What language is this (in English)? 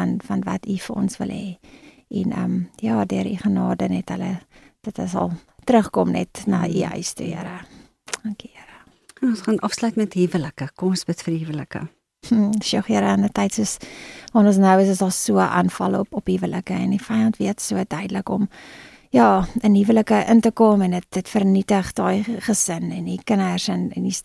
Afrikaans